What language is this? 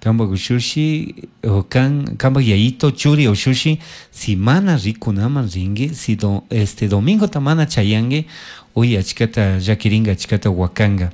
Chimborazo Highland Quichua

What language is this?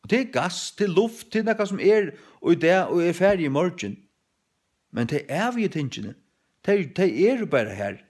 Faroese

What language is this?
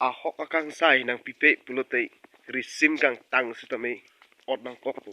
Karbi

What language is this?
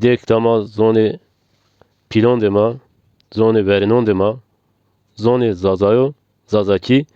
Zaza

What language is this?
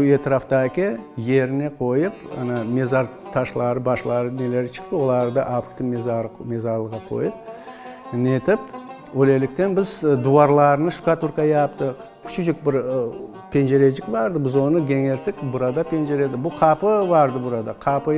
Crimean Tatar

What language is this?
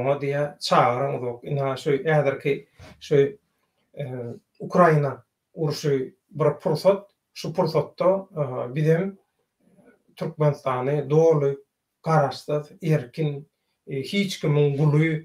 Turkmen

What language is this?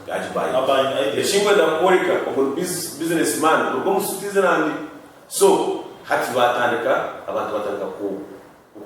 Nyankole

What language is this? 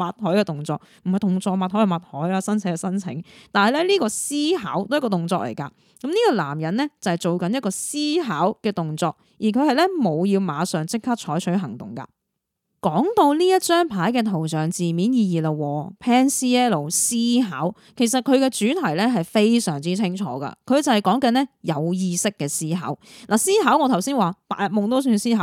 Cantonese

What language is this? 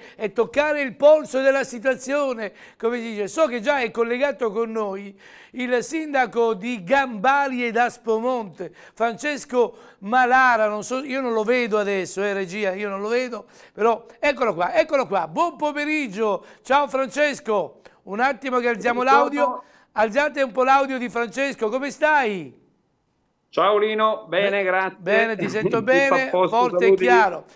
Italian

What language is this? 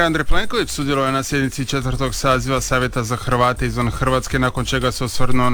Croatian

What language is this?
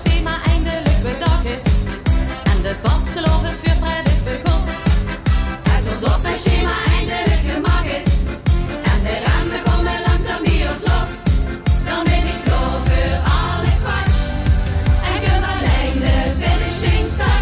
Limburgish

